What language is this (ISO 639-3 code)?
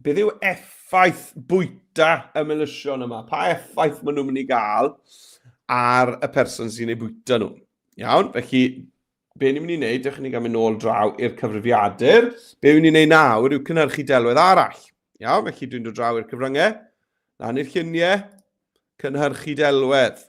cym